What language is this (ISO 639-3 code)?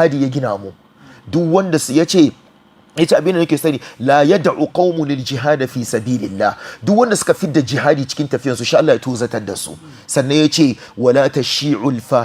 hau